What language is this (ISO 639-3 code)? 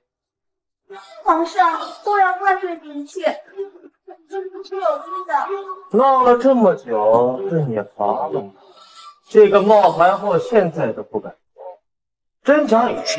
zho